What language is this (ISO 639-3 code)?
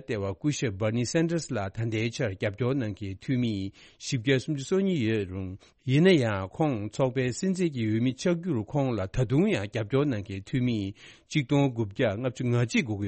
bod